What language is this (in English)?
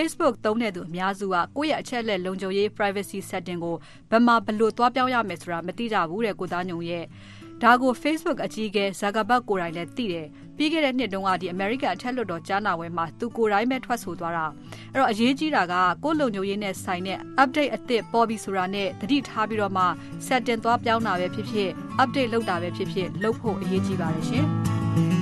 Burmese